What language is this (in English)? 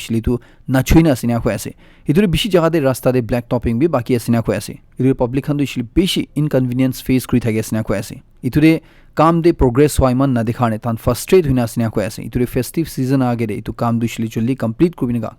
Naga Pidgin